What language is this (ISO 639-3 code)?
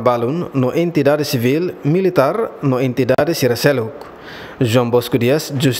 tet